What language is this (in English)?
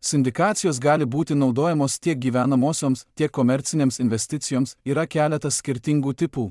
Lithuanian